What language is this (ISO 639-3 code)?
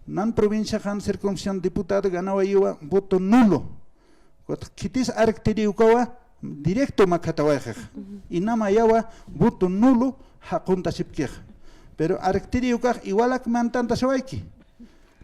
aym